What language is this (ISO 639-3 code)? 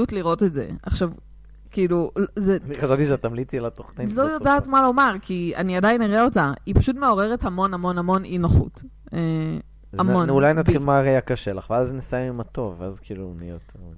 heb